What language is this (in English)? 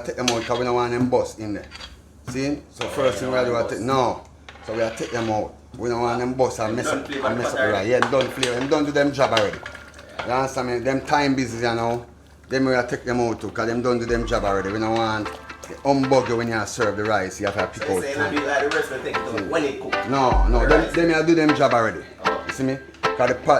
Jamaican Creole English